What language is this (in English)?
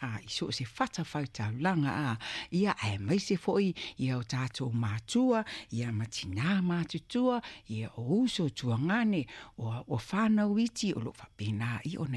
Samoan